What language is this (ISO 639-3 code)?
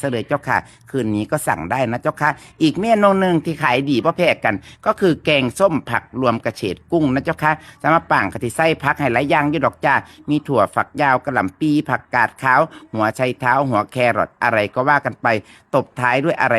tts